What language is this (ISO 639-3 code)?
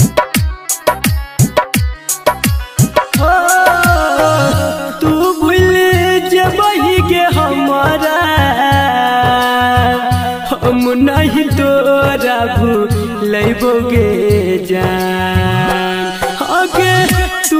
bho